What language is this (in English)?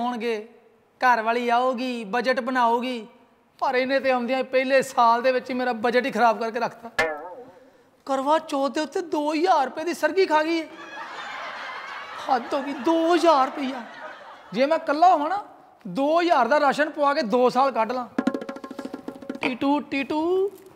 Punjabi